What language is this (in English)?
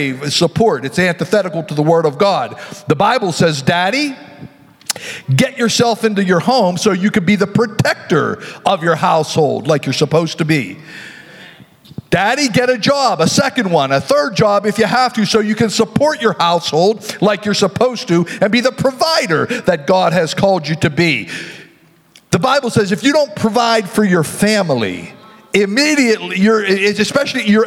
English